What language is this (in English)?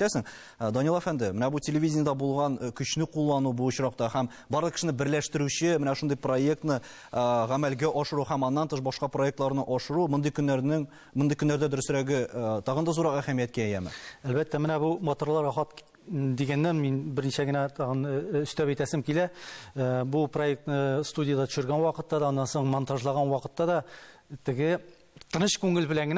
Tatar